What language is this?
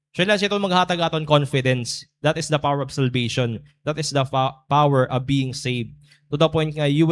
Waray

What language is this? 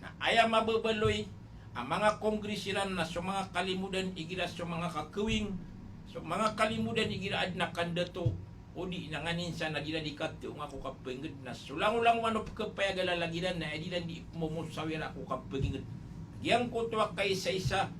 Maranao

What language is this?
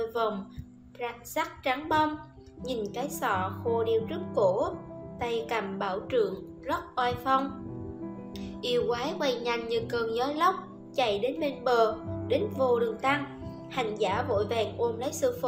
Vietnamese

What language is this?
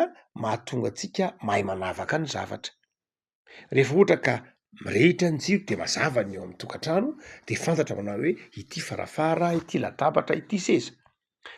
Malagasy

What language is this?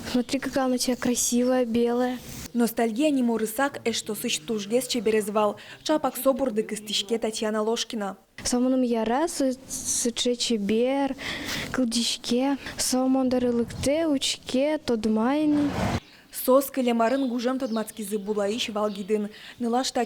Udmurt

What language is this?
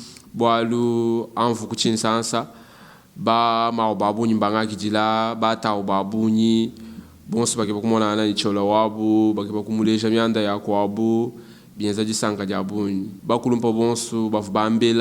Luba-Lulua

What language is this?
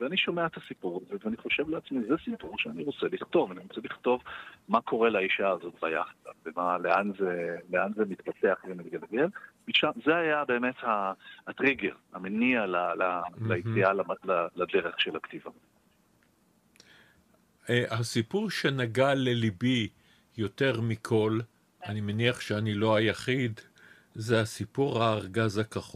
Hebrew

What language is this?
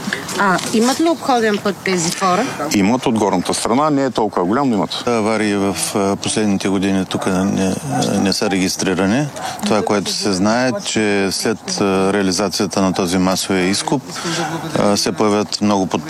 Bulgarian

